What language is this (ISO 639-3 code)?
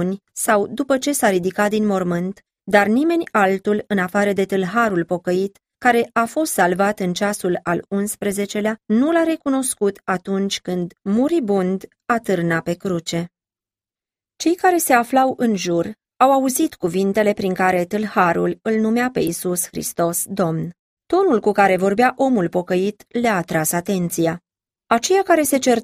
ron